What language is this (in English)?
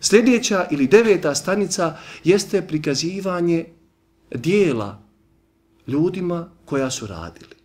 Bosnian